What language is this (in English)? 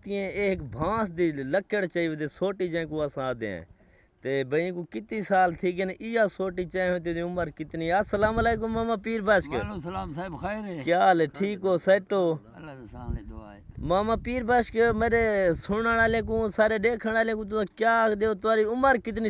Saraiki